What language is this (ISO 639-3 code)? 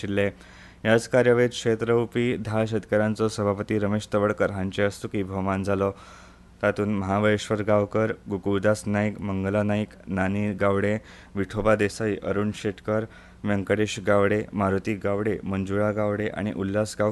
kok